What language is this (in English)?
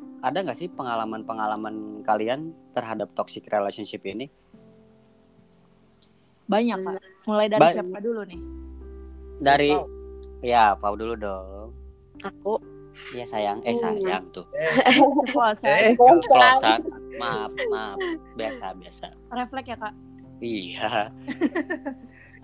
Indonesian